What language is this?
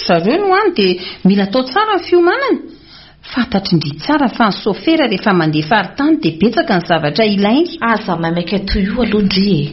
Malagasy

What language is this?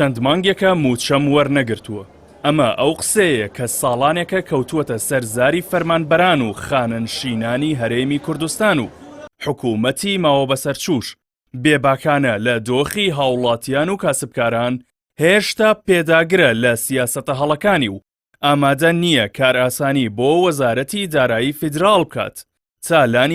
Central Kurdish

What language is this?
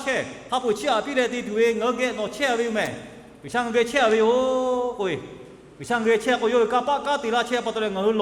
Lahu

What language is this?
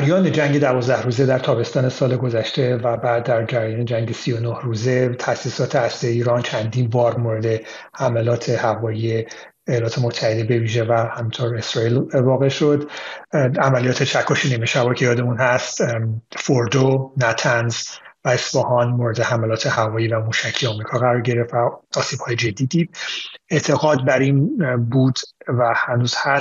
Persian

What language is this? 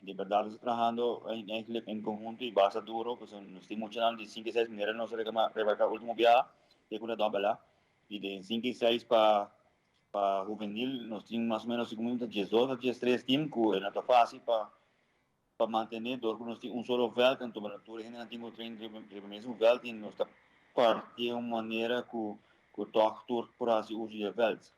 Papiamento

